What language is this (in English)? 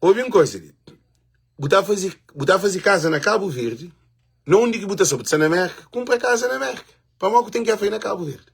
Kabuverdianu